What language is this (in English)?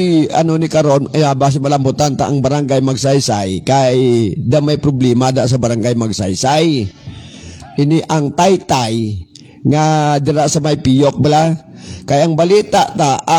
Hiligaynon